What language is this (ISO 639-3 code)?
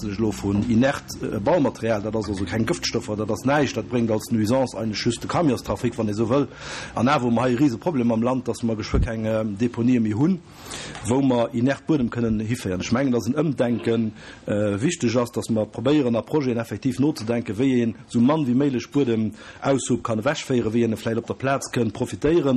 ltz